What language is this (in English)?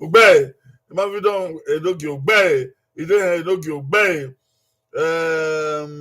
Bini